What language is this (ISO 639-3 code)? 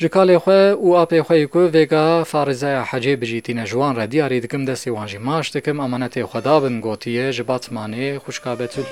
kur